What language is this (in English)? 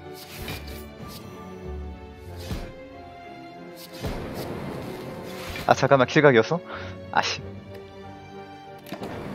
Korean